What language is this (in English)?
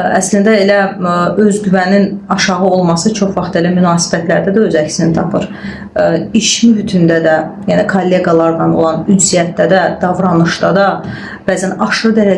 Azerbaijani